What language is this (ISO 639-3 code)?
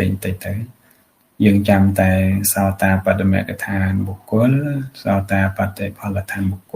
khm